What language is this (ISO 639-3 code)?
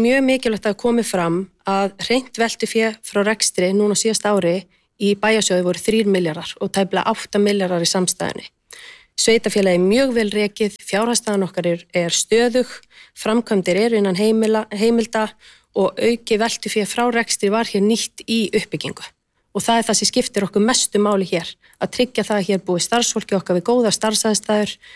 isl